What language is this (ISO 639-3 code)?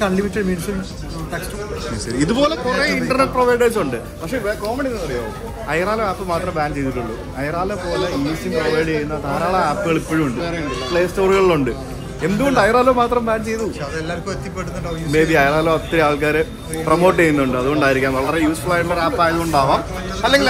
mal